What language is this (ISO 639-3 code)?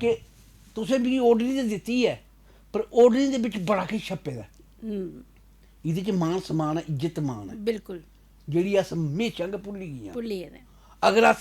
doi